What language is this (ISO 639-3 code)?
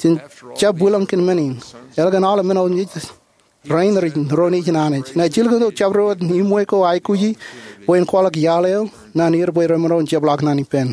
mah